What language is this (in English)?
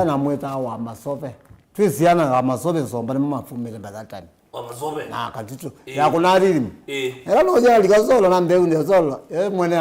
Kamba